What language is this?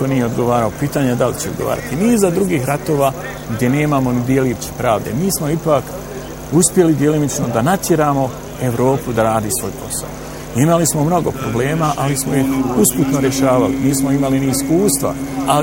Bosnian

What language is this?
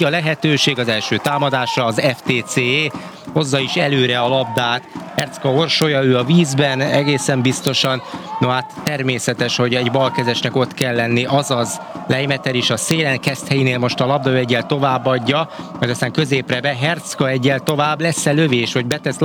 Hungarian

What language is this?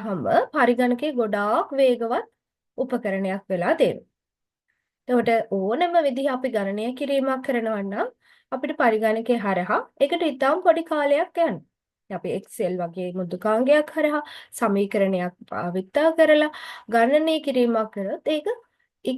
Sinhala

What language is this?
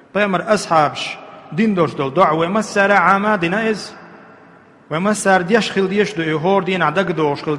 Chechen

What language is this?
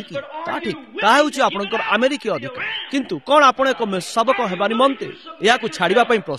Odia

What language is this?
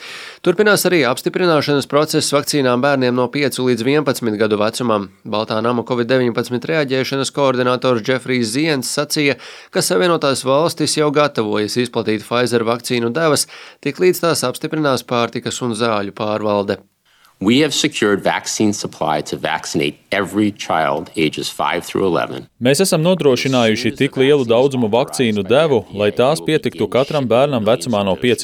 Latvian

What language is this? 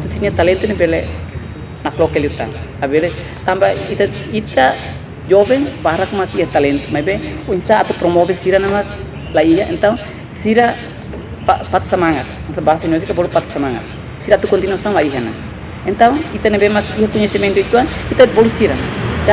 Tetum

